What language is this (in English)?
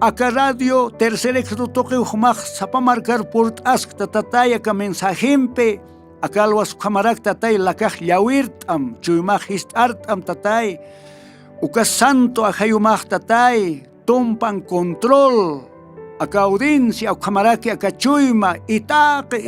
Aymara